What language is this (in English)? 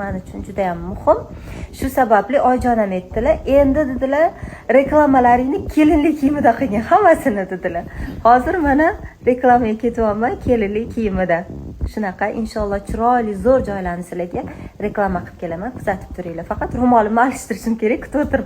Uzbek